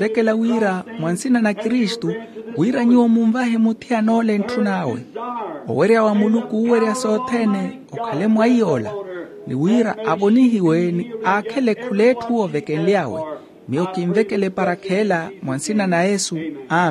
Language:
Makhuwa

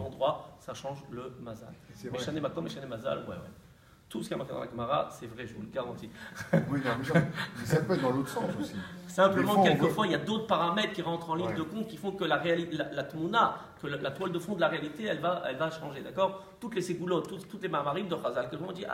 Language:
French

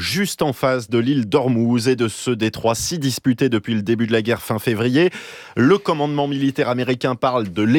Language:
French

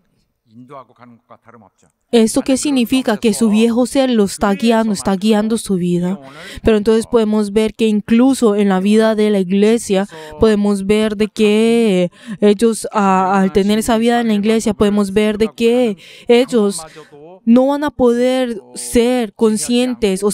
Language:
Spanish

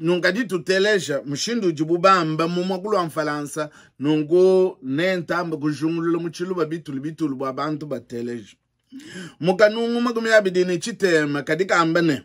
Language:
Luba-Lulua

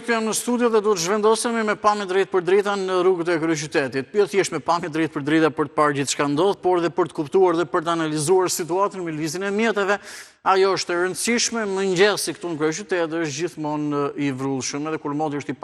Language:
Albanian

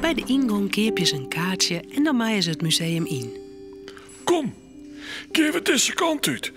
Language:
Western Frisian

